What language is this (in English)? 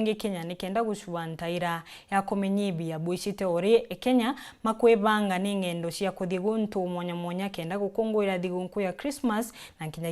Meru